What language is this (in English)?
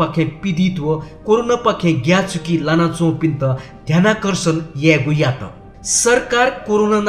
Newari